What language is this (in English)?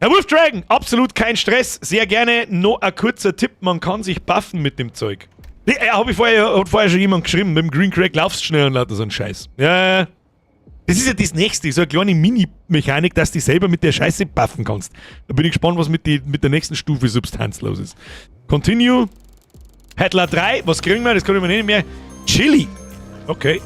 Bavarian